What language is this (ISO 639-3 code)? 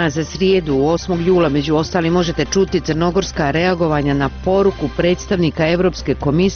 bos